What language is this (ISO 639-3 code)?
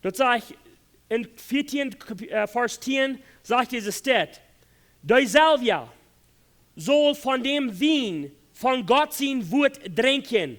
pdt